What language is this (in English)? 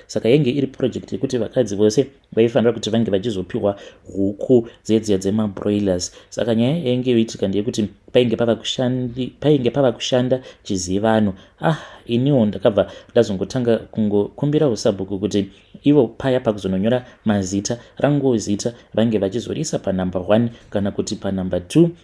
Shona